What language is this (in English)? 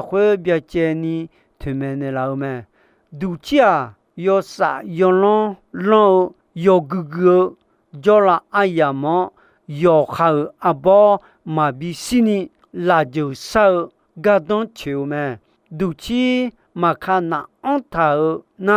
Akha